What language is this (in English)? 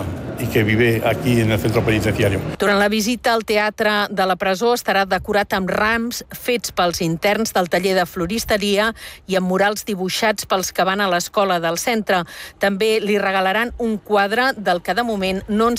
Catalan